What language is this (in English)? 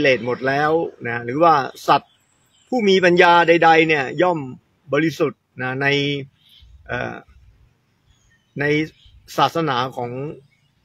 Thai